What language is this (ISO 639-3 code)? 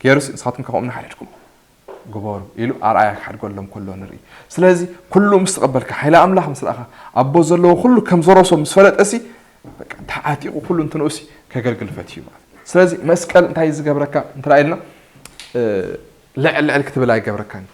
tir